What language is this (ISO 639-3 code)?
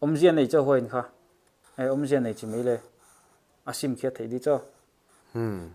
pck